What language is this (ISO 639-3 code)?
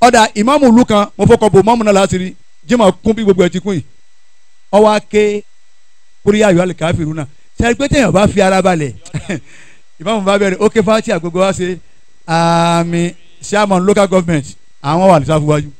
yor